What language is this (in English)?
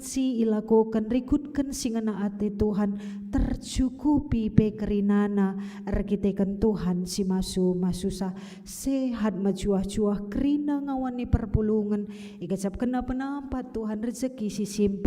Batak Karo